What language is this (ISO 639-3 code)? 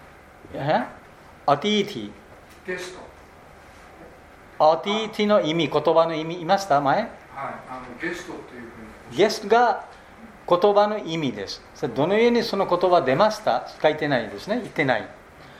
jpn